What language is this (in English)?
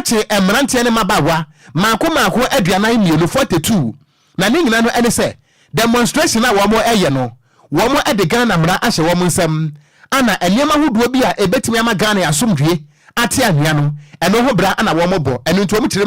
Akan